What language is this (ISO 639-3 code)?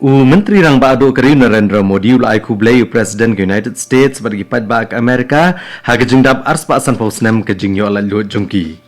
kha